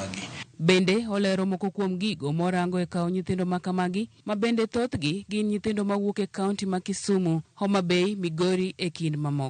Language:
Luo (Kenya and Tanzania)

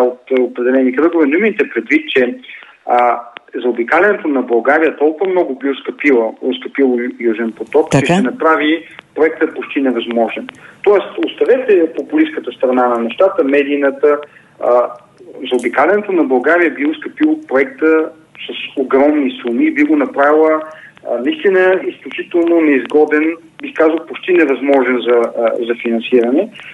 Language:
Bulgarian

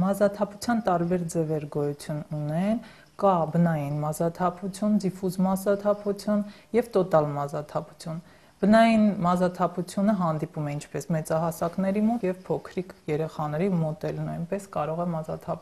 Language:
Armenian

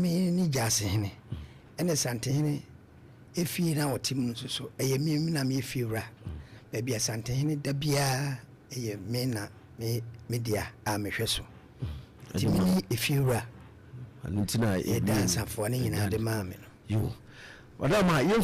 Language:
Akan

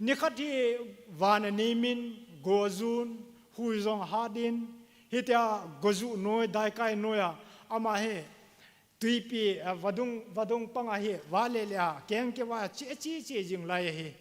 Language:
Thado Chin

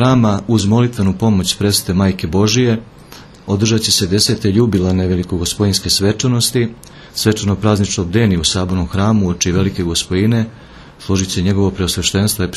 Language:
Serbian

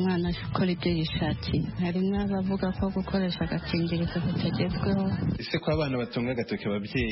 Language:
Kinyarwanda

